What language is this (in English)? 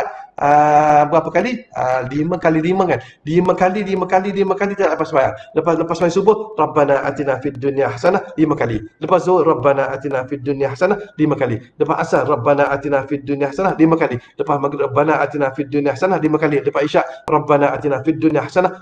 Malay